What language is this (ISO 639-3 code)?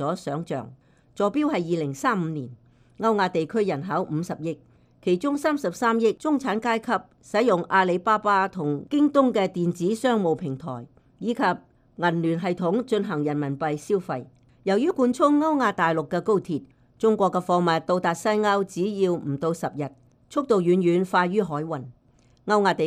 yue